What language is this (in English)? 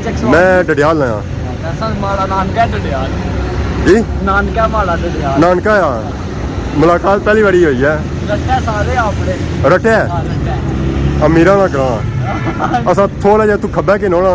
Pahari-Potwari